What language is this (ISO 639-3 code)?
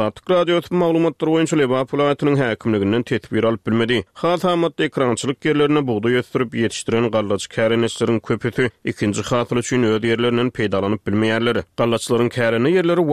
tuk